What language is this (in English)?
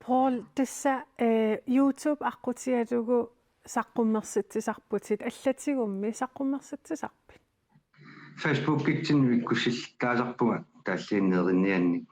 Kalaallisut